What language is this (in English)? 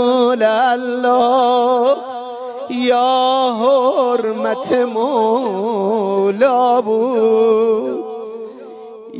Persian